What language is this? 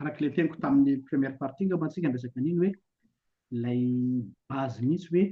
Malagasy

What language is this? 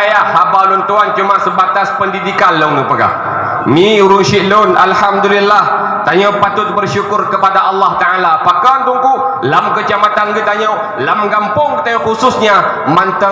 Achinese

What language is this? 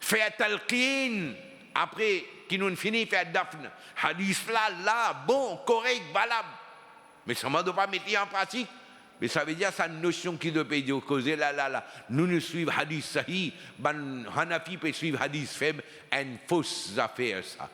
Morisyen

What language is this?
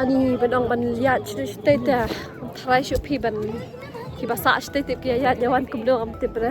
Khasi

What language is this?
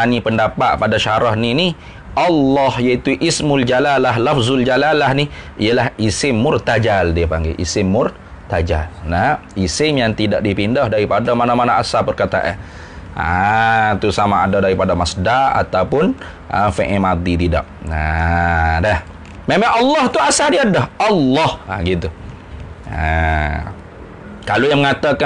Malay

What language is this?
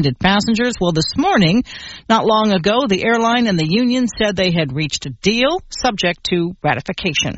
English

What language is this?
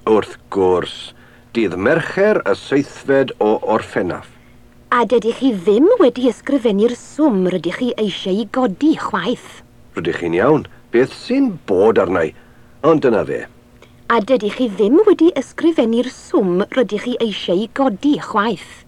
Welsh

